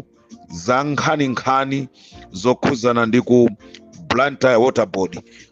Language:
Nyanja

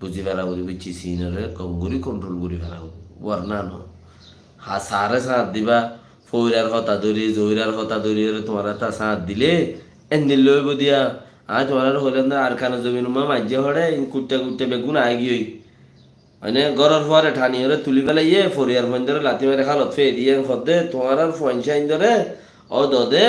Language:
Rohingya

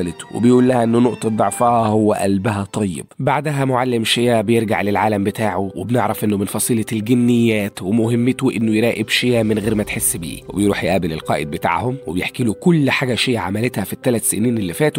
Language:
Egyptian Arabic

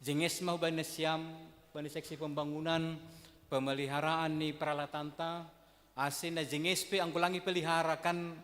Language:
Batak Simalungun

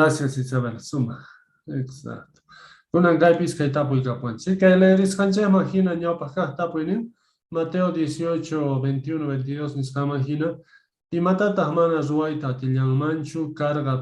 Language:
Quechua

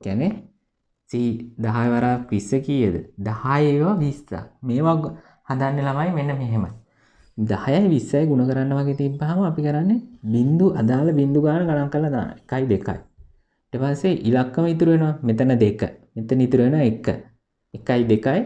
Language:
Sinhala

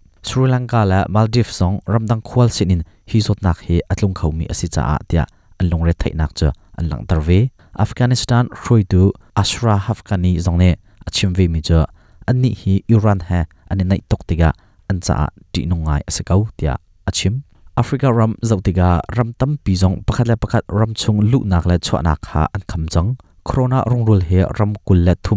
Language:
Hakha Chin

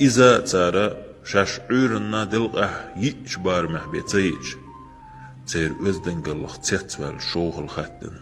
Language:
Chechen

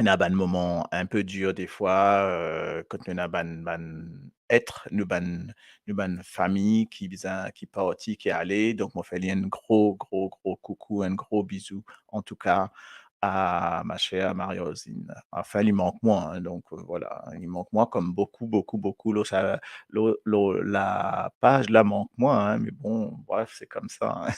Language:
Morisyen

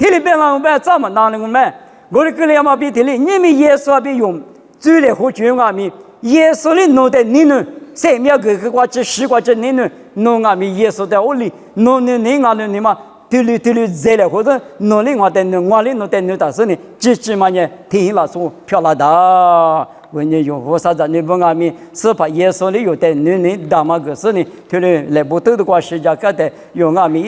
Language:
Lisu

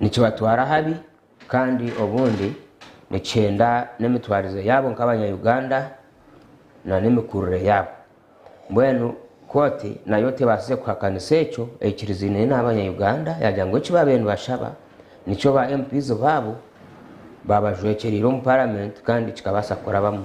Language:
Nyankole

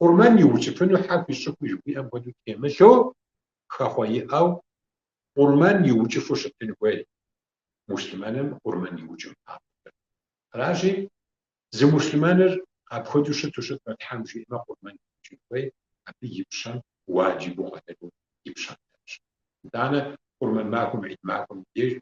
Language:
Kabardian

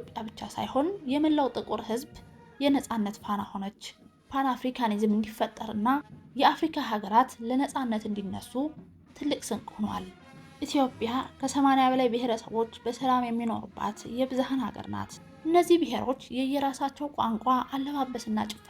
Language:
Amharic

